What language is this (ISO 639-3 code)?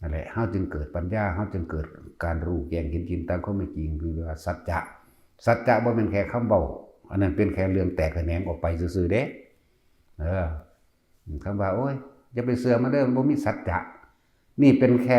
tts